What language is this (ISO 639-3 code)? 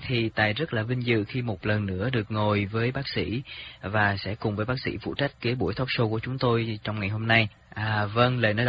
vie